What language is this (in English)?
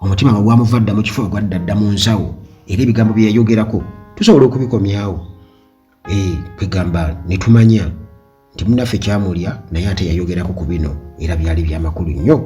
Ganda